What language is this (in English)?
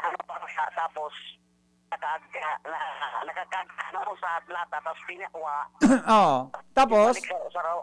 Bikol